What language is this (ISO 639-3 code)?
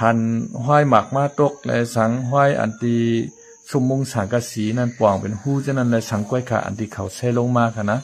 shn